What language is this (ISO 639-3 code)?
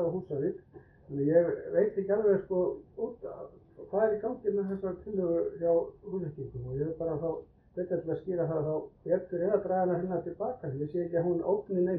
isl